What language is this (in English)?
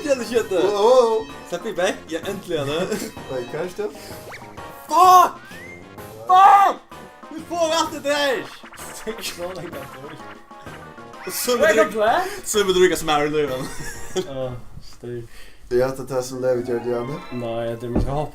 Faroese